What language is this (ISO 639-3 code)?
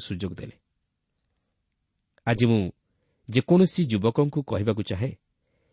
ori